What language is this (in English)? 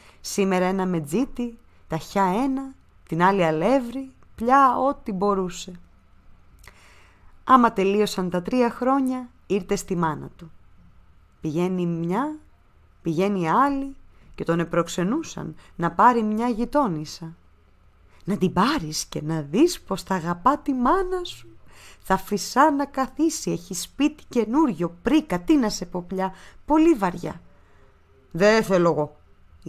Greek